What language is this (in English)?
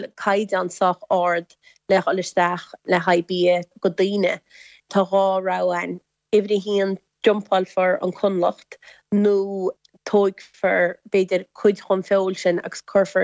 Irish